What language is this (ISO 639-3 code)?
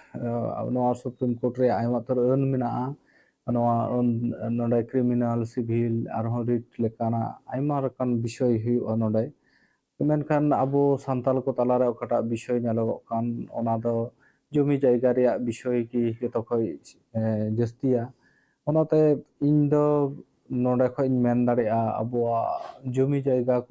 sat